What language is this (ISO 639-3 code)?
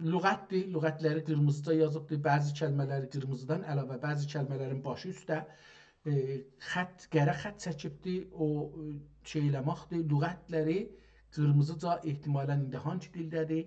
azb